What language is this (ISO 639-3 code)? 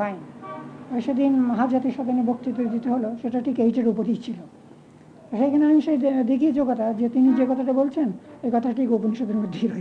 ben